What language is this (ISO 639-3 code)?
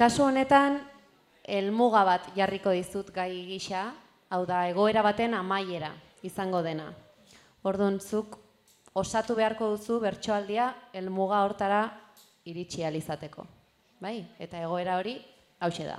eus